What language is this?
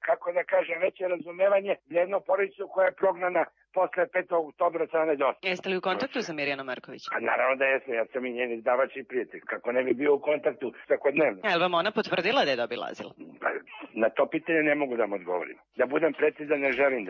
Serbian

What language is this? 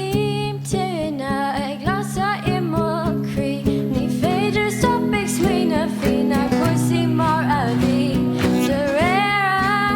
Irish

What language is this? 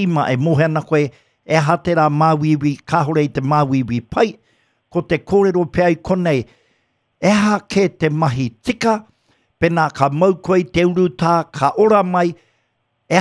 Māori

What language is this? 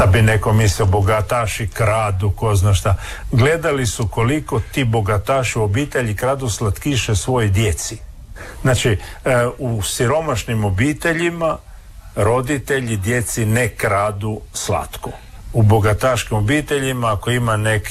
Croatian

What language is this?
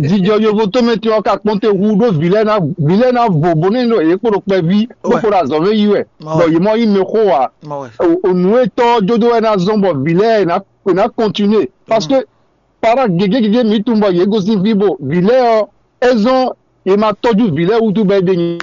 Fon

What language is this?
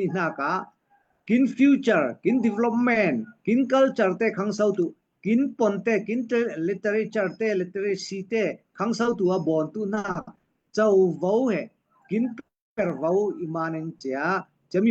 Falam Chin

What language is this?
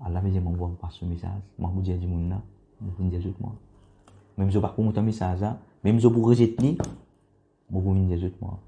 Morisyen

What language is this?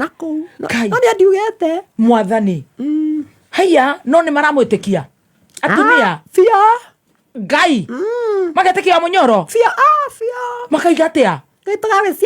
Kikuyu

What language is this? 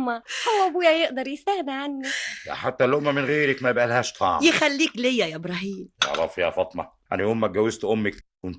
Egyptian Arabic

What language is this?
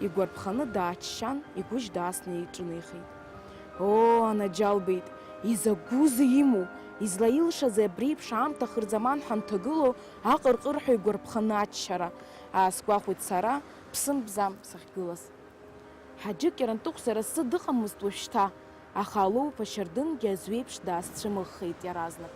Abkhazian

